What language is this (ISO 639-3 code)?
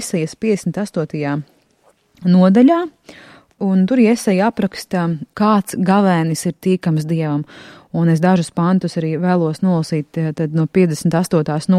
lav